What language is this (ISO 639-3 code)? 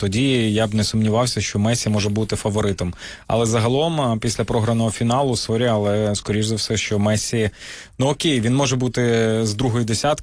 ukr